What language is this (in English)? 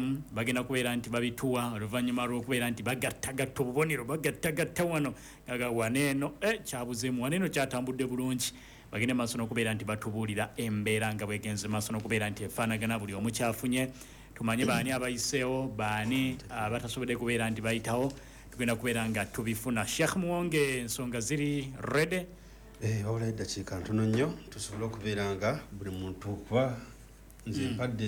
Ganda